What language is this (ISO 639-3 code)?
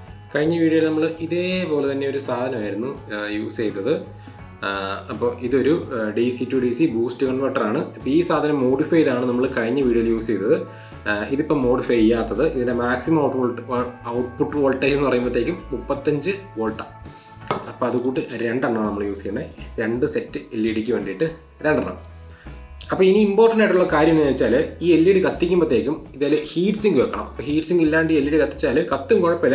mal